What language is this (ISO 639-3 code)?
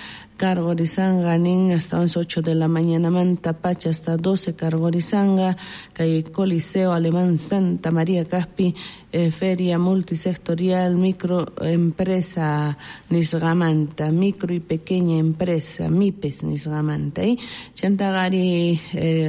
quh